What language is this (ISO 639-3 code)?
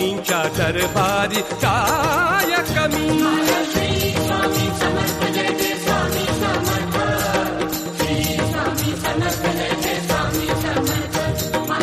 mar